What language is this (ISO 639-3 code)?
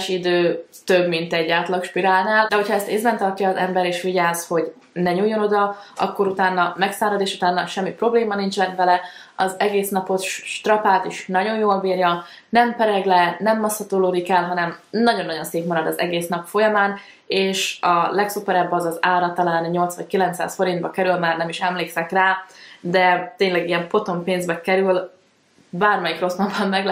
hun